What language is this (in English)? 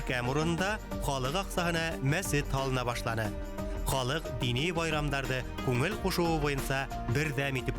Bashkir